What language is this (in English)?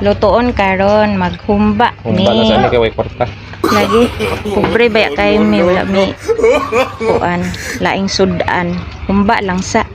Cebuano